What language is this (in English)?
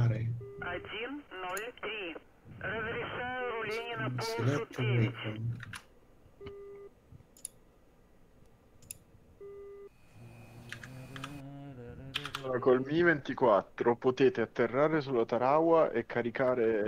Italian